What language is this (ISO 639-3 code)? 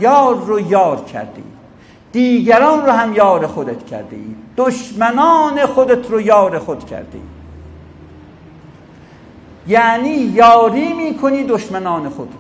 fas